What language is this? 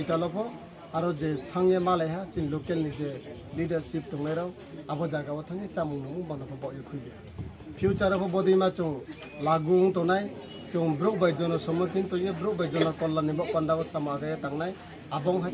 Kok Borok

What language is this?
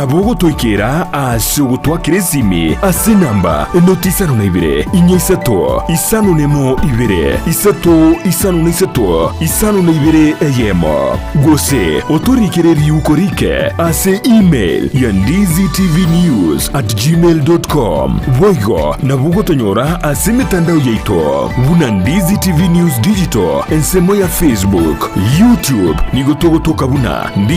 Gusii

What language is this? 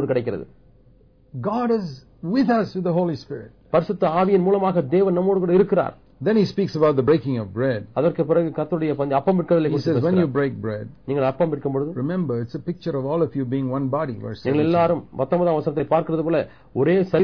Tamil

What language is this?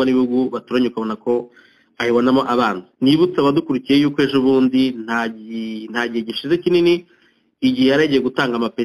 Kinyarwanda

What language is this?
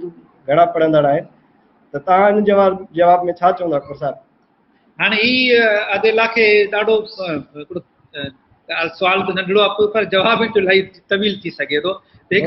Sindhi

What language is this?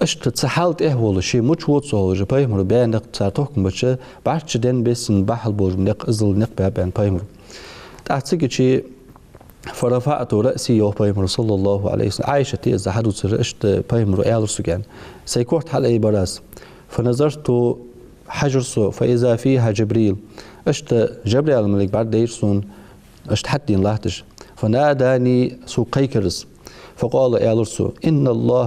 Ingush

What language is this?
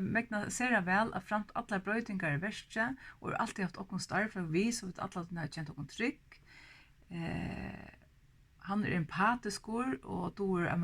Faroese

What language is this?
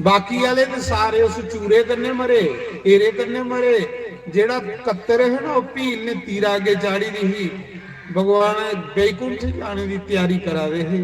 Dogri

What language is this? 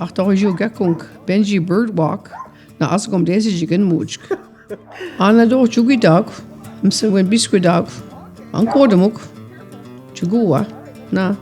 Mi'kmaw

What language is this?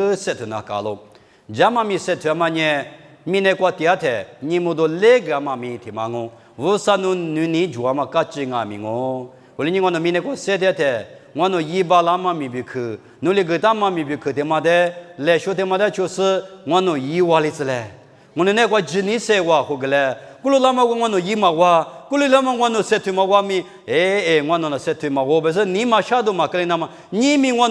Lisu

